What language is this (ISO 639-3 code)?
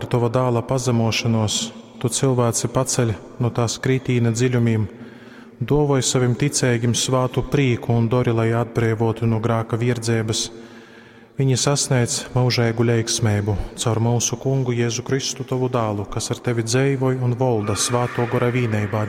ltg